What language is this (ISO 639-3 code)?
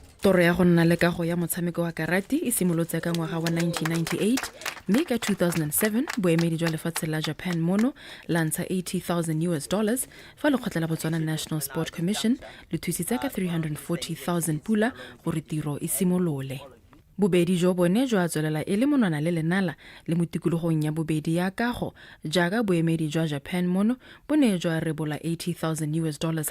tsn